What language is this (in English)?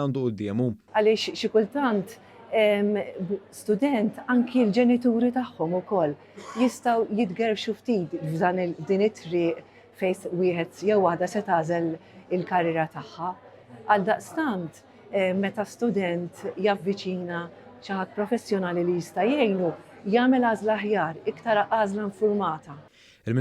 Maltese